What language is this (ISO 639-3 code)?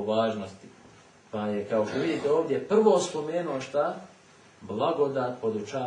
bos